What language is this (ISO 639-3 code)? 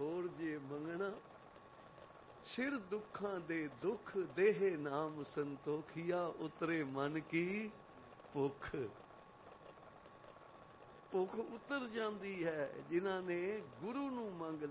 pan